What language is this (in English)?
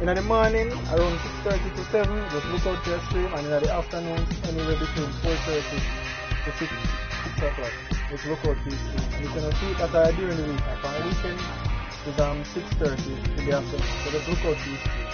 Jamaican Creole English